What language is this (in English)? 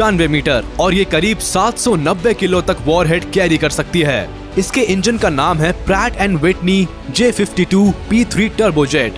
Hindi